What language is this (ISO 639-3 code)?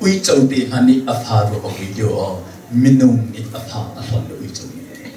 cnh